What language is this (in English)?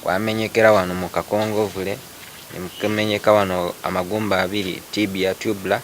Ganda